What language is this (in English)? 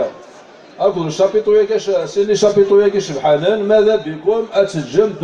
Kabyle